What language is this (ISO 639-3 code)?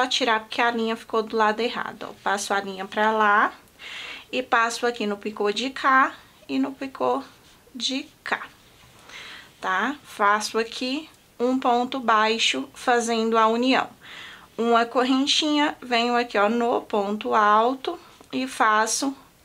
por